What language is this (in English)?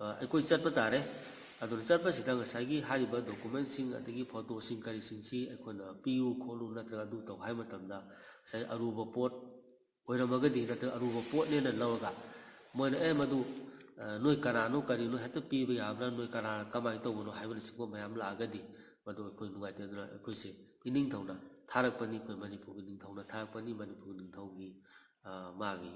Manipuri